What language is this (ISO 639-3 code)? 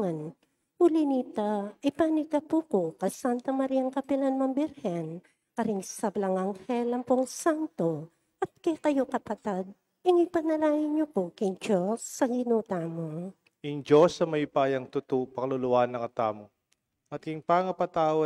pam